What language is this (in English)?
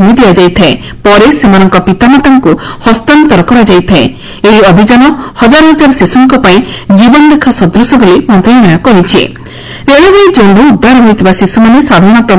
Odia